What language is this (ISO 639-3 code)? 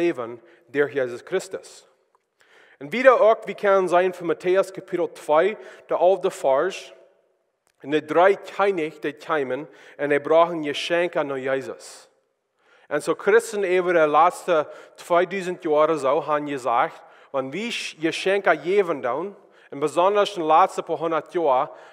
pdt